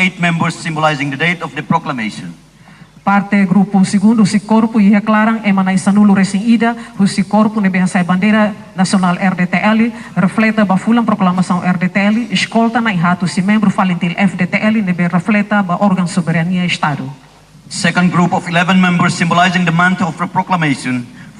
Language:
Tetum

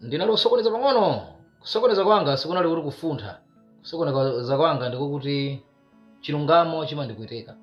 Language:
Nyanja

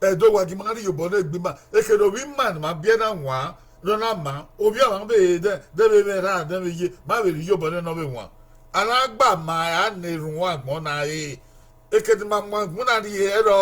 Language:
Bini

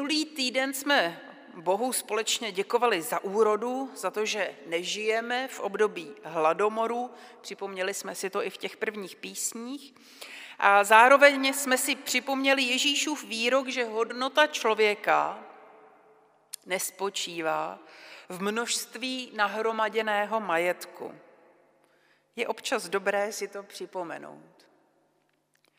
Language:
Czech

